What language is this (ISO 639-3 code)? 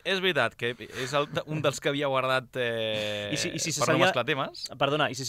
cat